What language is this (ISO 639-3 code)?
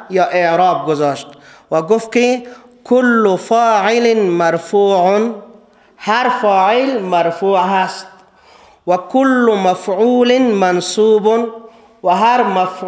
fas